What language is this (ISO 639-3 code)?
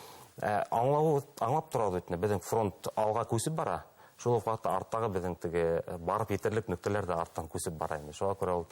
bak